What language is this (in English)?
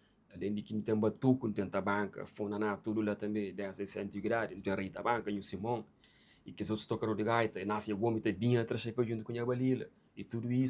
Kabuverdianu